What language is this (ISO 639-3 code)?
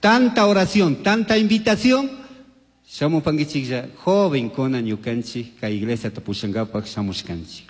qug